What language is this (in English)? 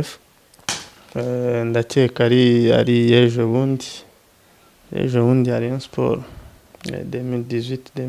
Kinyarwanda